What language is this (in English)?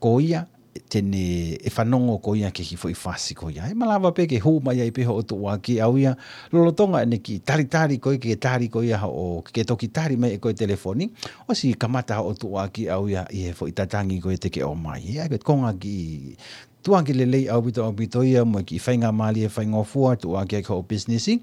Tongan